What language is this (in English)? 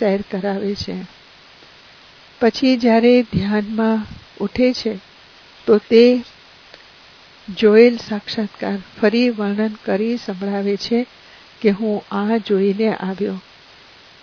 Gujarati